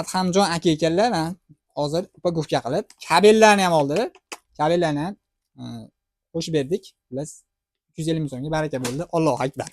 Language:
Uzbek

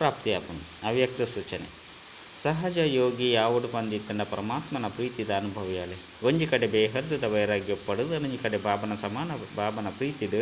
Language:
Tulu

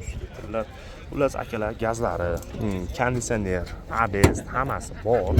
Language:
Uzbek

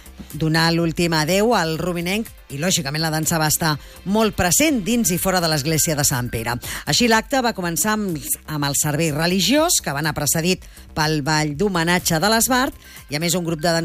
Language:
Catalan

